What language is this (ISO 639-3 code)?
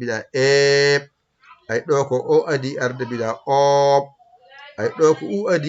ful